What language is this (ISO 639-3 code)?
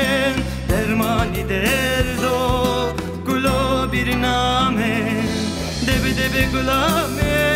zza